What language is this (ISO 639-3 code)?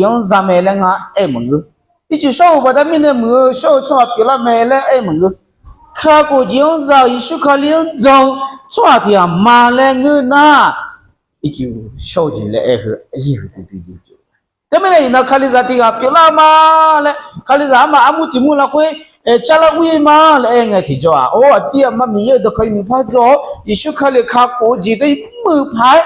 ahk